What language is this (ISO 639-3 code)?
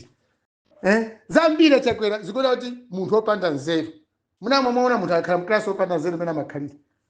nya